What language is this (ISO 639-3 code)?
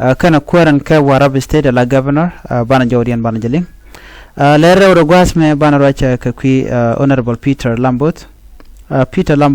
nus